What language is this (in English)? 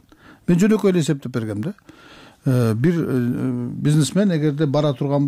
Kyrgyz